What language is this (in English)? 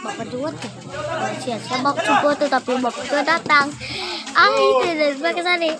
Ambonese Malay